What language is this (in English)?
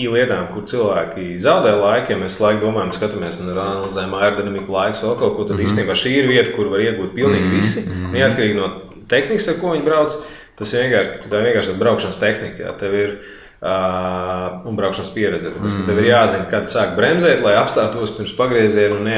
Latvian